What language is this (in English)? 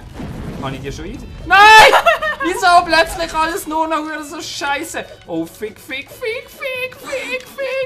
Swiss German